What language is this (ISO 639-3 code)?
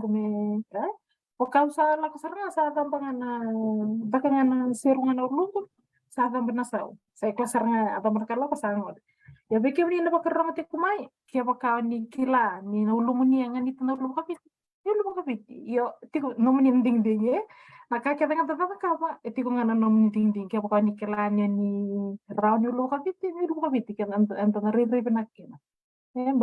fij